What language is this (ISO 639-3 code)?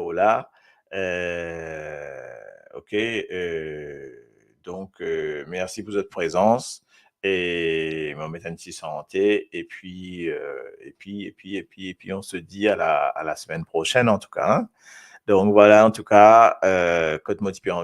mfe